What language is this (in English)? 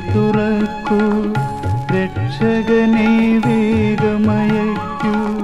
Malayalam